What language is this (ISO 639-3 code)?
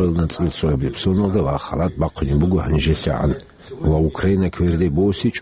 ava